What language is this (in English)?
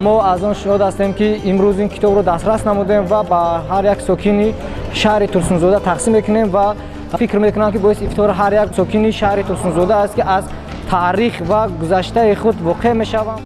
Tajik